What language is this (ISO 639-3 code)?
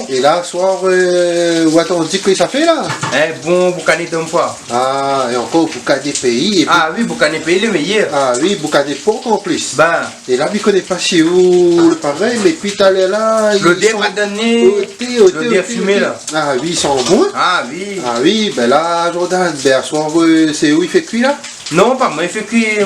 rcf